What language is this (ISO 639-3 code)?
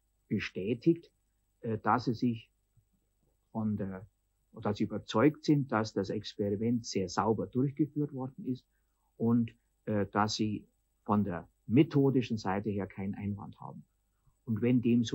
deu